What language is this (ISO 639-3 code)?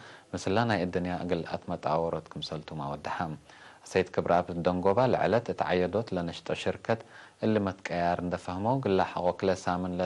tig